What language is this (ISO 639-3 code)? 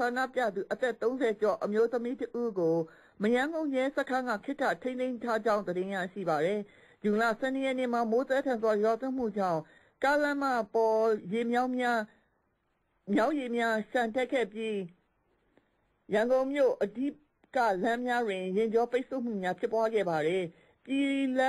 mya